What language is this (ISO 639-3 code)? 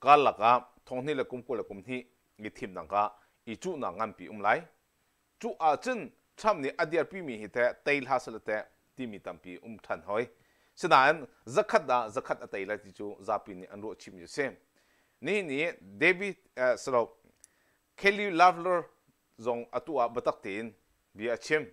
cnh